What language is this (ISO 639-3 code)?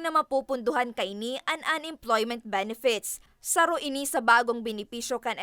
bik